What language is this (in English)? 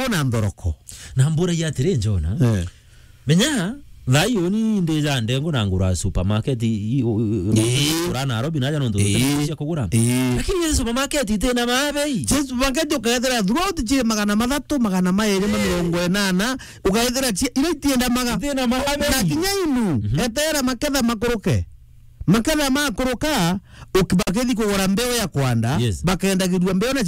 Meru